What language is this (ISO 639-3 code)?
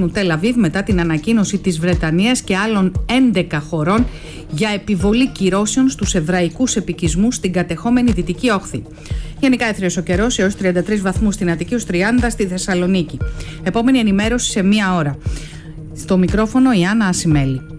ell